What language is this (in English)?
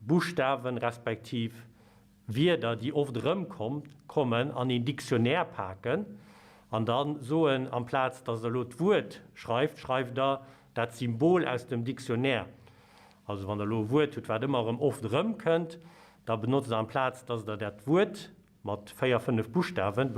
Luxembourgish